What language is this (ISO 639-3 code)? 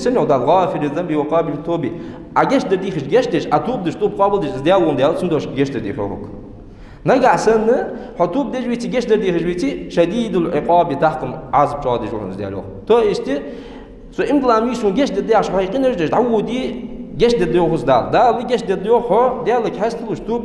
inh